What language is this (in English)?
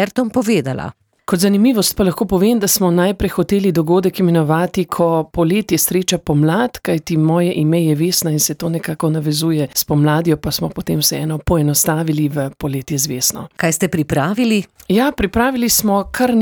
Slovenian